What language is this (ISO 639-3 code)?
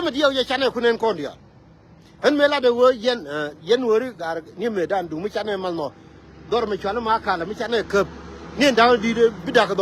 nus